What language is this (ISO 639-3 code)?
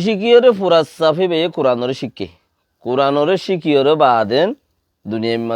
rhg